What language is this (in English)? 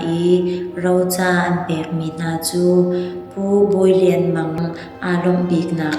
Hakha Chin